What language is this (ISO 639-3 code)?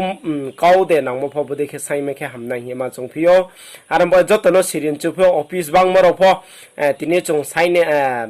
ria